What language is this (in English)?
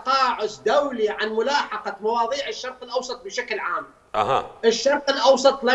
Mesopotamian Arabic